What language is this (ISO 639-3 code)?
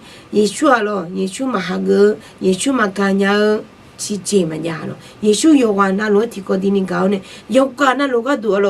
ahk